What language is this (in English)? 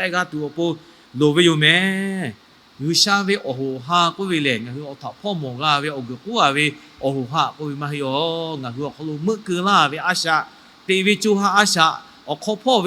Lahu